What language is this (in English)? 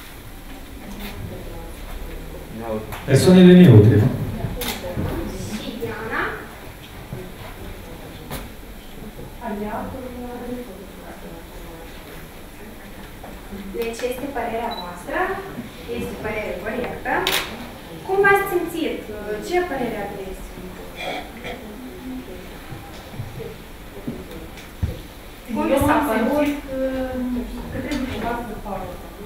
Romanian